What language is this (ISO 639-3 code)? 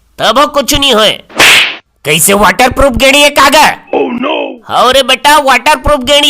hne